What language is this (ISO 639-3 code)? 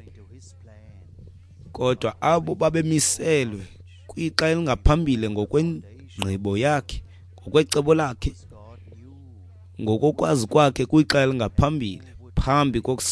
xho